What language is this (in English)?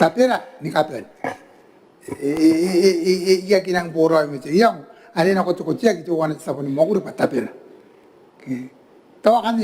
Gilbertese